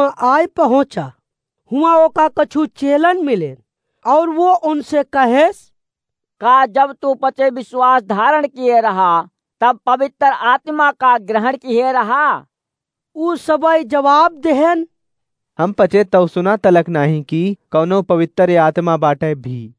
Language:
Awadhi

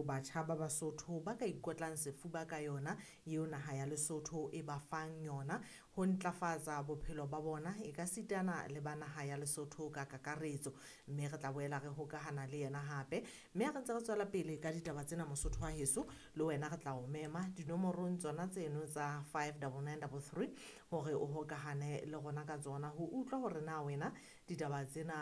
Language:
Southern Sotho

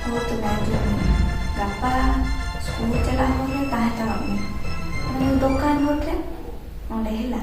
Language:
Santali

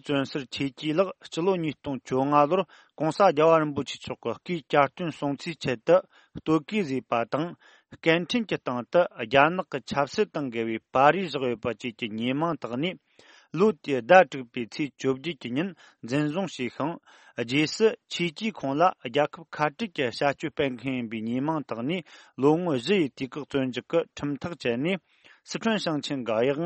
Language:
Tibetan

